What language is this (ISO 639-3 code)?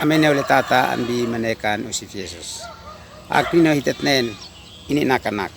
aoz